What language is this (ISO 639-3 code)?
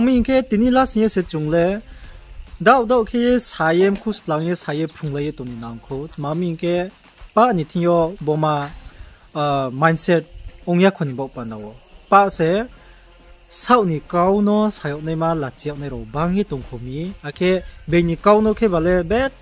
ria